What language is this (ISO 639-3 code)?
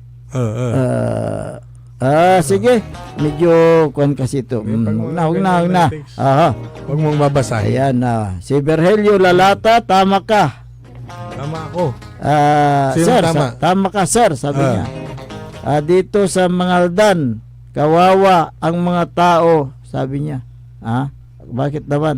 pag